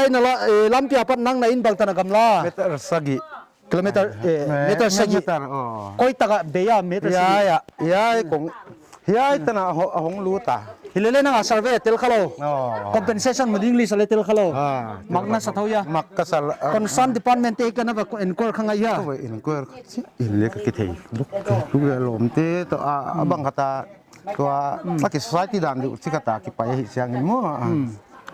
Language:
Paite Chin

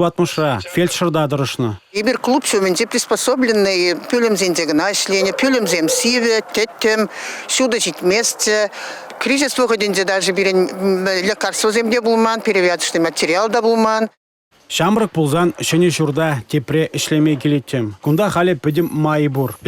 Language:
Chuvash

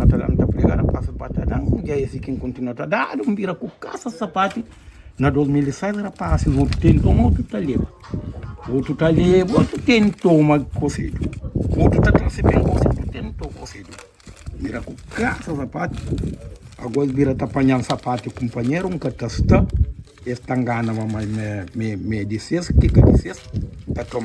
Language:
Kabuverdianu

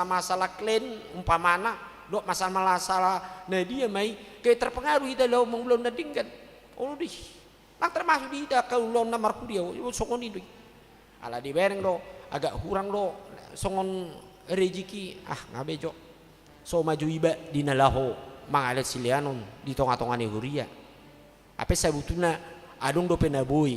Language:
Batak Toba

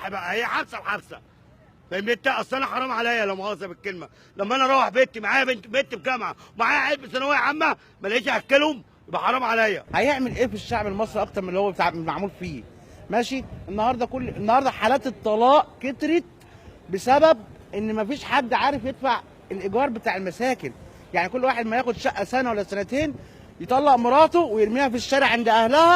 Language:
Egyptian Arabic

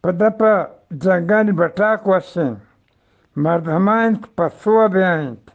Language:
Eastern Balochi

